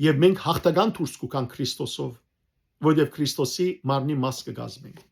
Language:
Western Armenian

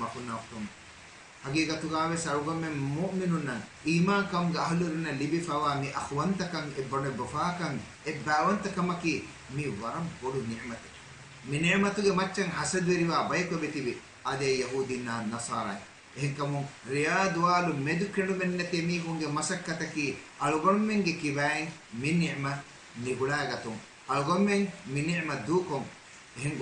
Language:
Divehi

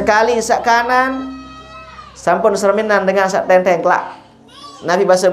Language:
Sasak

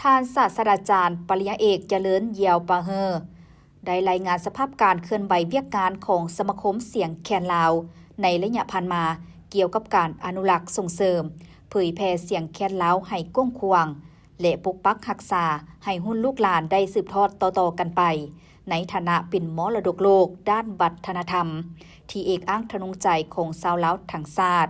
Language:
Lao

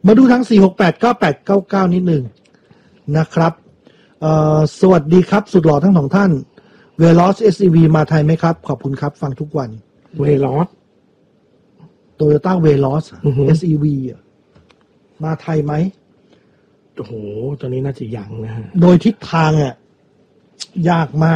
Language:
Thai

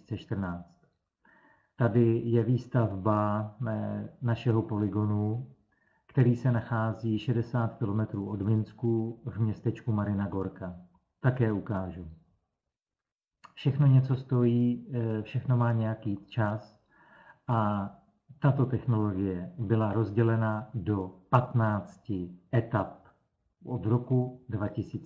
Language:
Czech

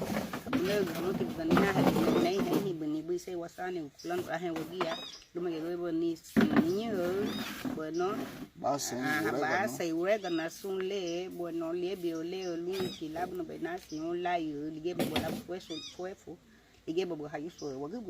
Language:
Garifuna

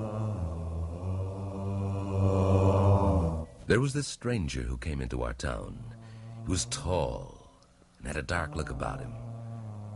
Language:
English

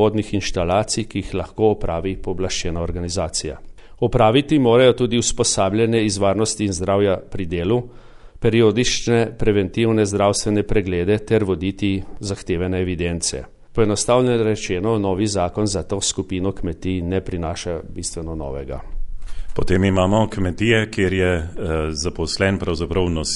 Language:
Slovenian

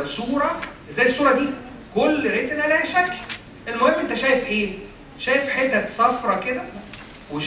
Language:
Egyptian Arabic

